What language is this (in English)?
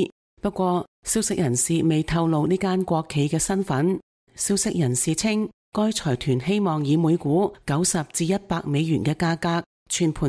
Cantonese